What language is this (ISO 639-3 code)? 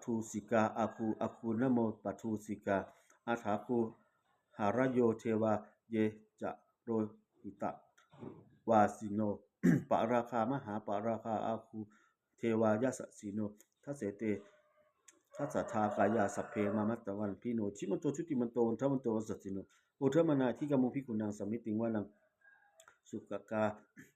pli